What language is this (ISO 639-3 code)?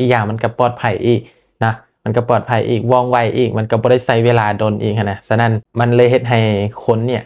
lao